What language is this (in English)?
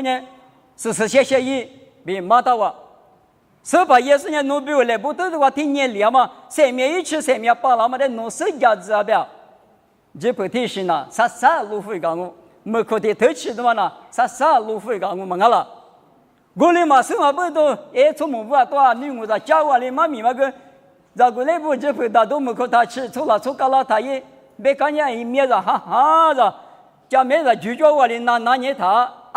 Lisu